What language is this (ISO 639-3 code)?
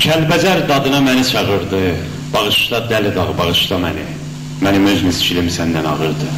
azb